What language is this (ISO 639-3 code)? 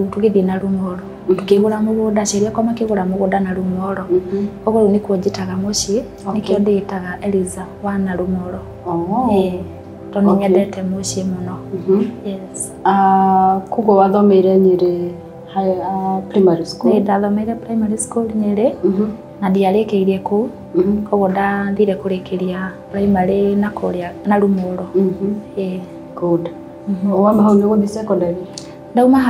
kik